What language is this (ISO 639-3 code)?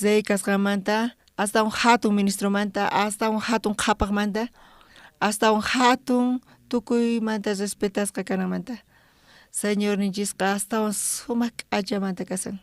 quh